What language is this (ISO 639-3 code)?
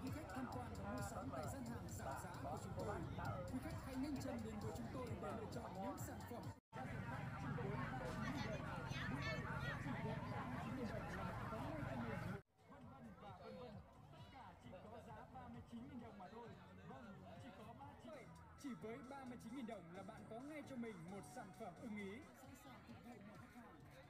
vie